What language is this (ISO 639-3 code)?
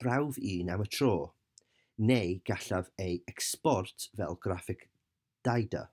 cym